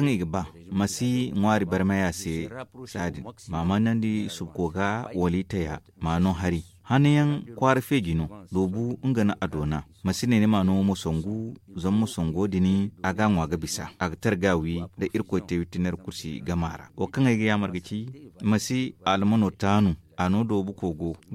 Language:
Zarma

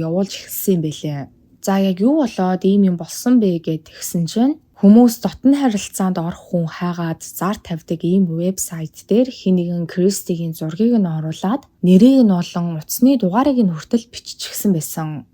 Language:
Mongolian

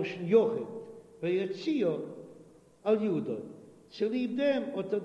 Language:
Yiddish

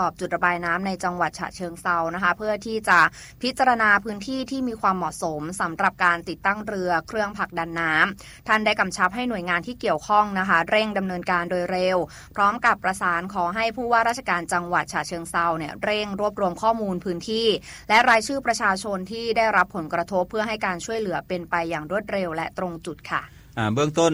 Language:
Thai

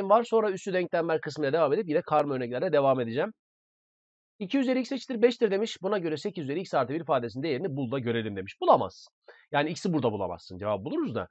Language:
Turkish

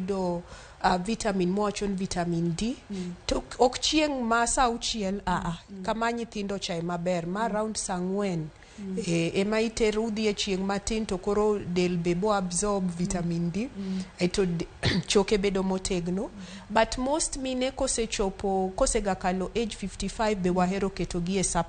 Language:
Luo (Kenya and Tanzania)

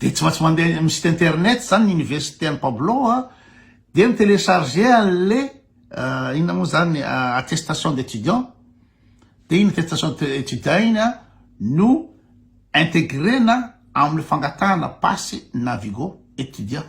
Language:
Malagasy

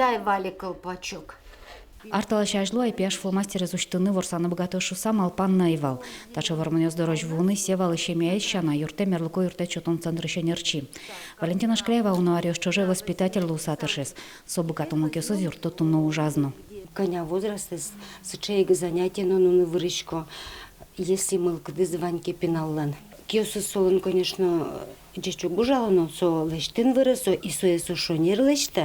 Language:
Udmurt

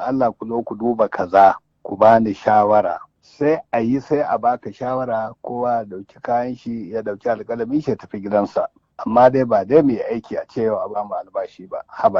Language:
Hausa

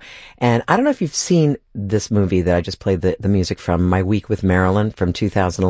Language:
English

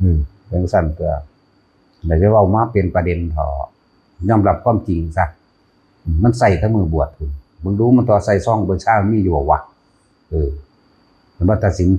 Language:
Northeastern Thai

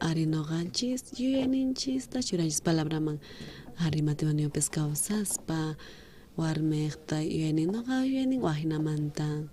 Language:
South Bolivian Quechua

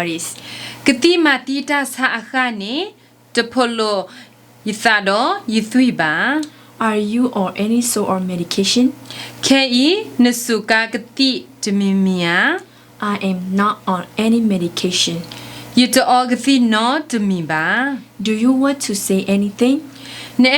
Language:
S'gaw Karen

